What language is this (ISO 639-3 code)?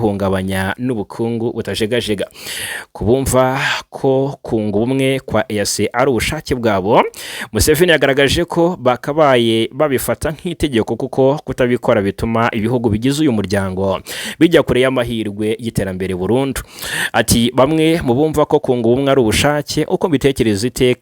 kin